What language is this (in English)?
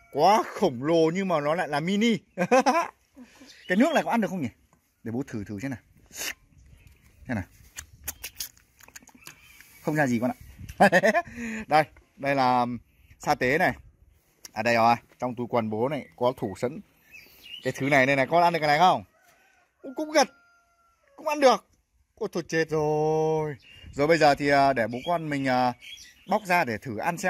Vietnamese